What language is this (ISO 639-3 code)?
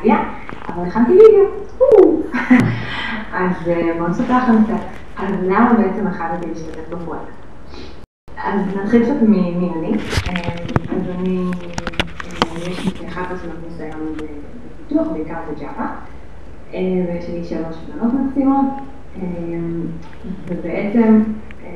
heb